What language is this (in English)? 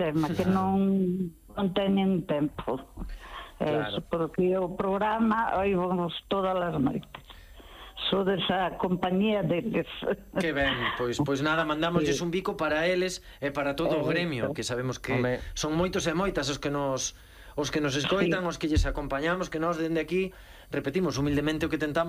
Galician